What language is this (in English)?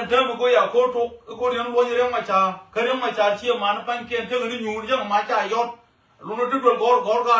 Nuer